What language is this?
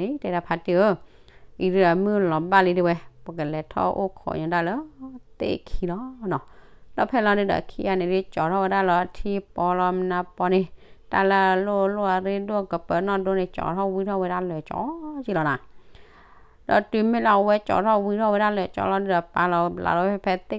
S'gaw Karen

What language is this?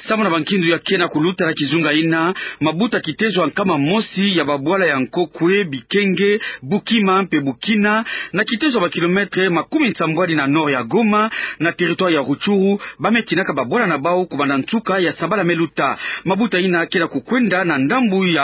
Kituba (Democratic Republic of Congo)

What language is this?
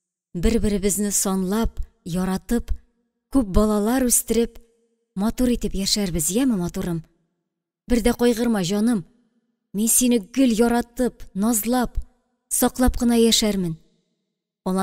Tatar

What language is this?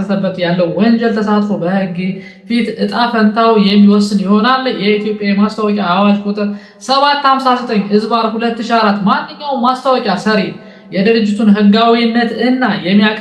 Amharic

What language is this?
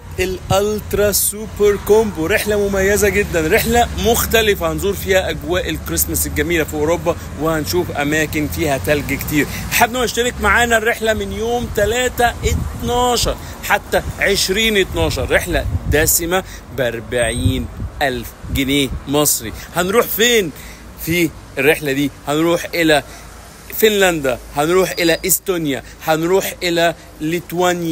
Egyptian Arabic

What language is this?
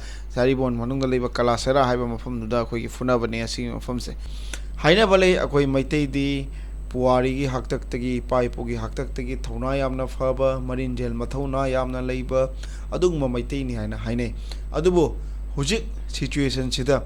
Manipuri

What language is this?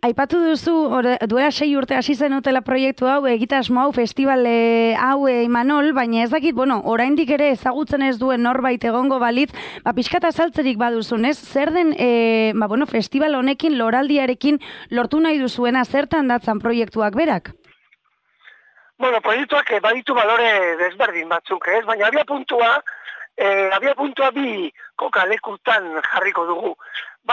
Basque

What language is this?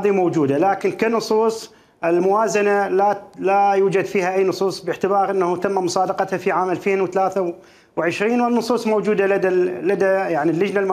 Mesopotamian Arabic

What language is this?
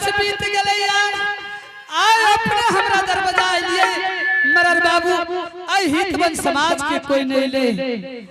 Angika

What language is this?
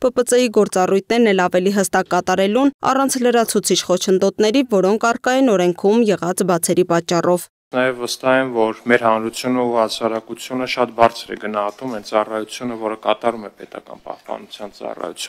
Armenian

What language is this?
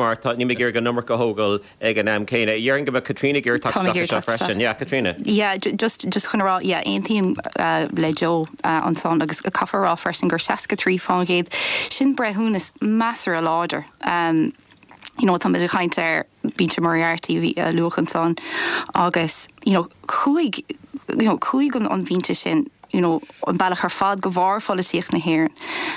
Irish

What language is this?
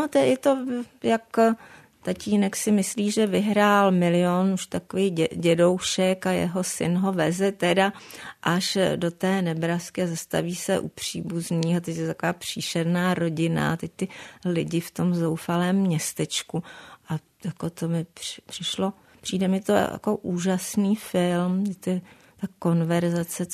Czech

